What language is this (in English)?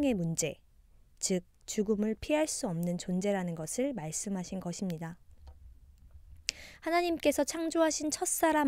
Korean